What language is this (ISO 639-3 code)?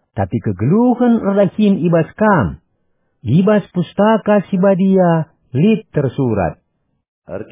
btx